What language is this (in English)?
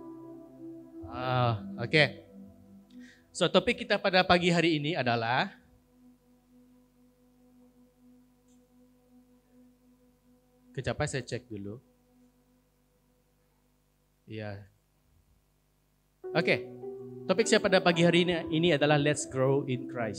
Malay